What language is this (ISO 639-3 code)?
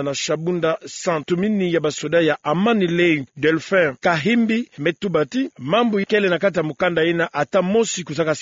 ktu